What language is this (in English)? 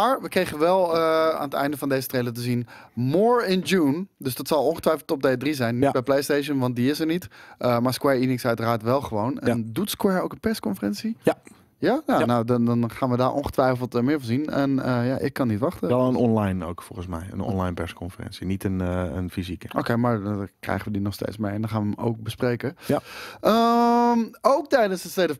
Dutch